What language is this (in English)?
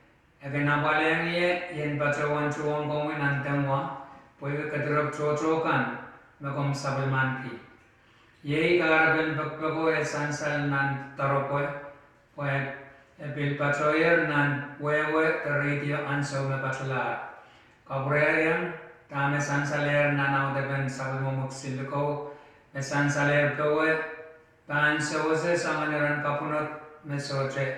Pohnpeian